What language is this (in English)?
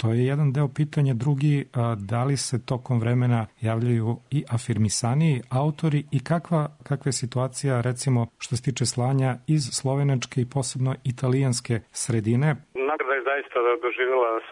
Serbian